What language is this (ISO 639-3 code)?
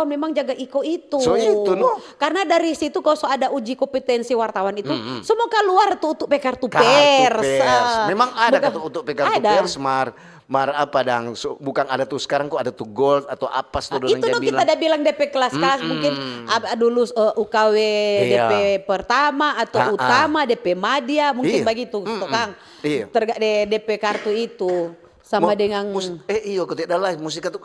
xmm